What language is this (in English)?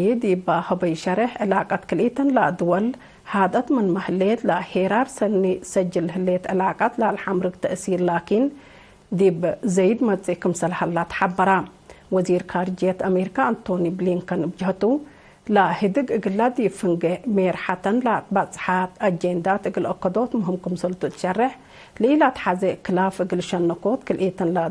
Tigre